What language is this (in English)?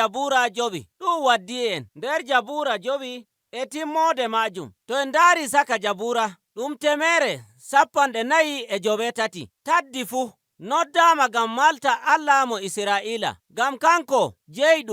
Nigerian Fulfulde